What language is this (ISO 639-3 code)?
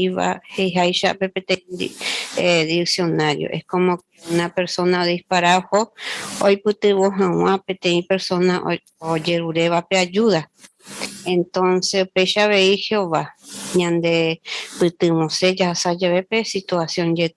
grn